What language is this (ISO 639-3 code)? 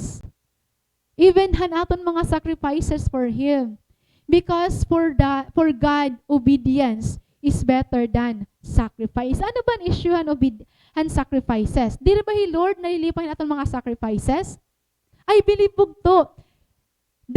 war